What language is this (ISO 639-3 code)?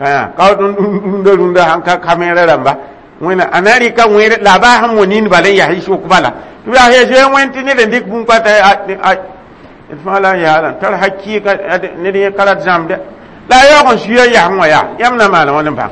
mos